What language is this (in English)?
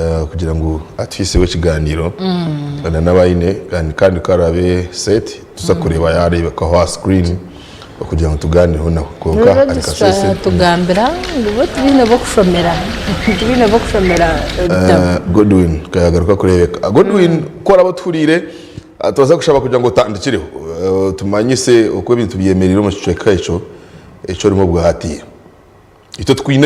Nyankole